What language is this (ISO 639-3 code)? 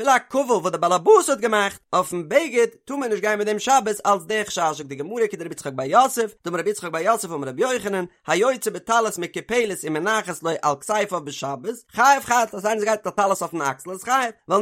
yid